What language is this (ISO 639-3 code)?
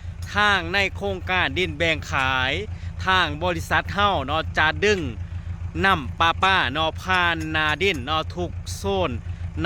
lao